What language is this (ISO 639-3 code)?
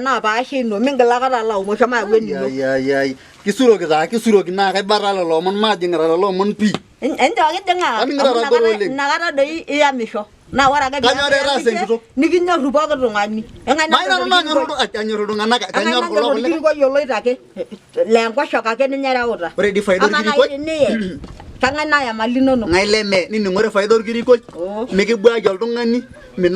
mas